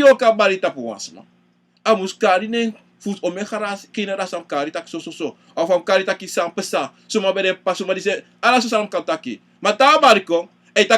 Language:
Sranan Tongo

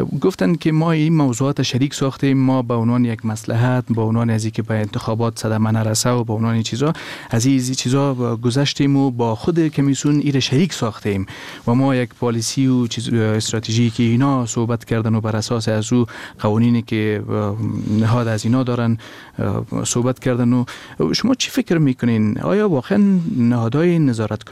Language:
Persian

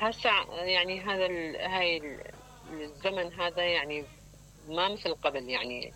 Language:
Mesopotamian Arabic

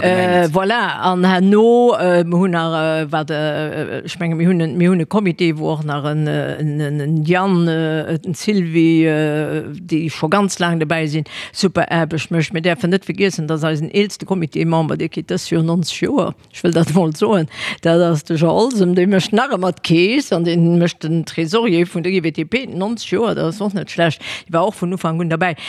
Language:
Luxembourgish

